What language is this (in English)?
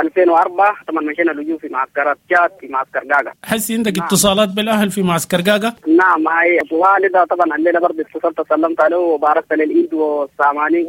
Sudanese Arabic